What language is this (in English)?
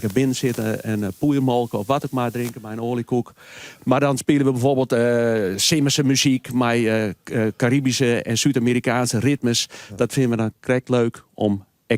Western Frisian